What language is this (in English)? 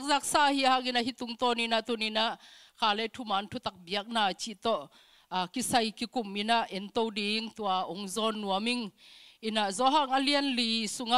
Tedim Chin